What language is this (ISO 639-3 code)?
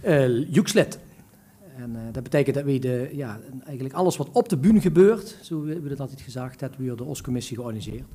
lim